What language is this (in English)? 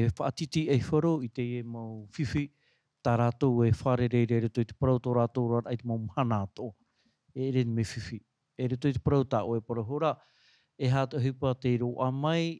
Tahitian